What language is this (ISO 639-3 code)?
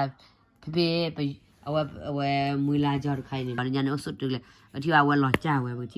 ksw